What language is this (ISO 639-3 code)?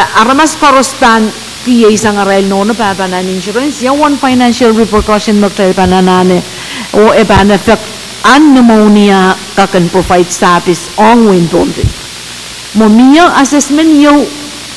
pon